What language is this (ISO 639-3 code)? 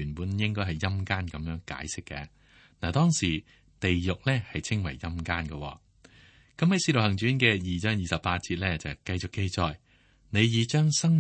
yue